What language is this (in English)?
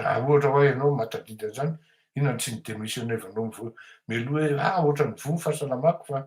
Malagasy